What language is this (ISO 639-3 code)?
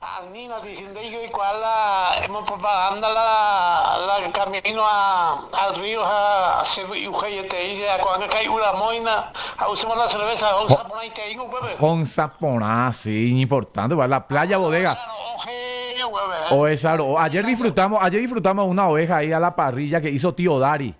grn